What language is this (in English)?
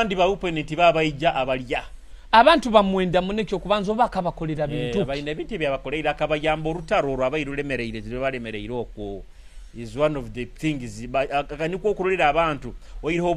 Nyoro